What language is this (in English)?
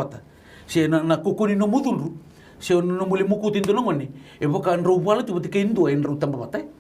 Fijian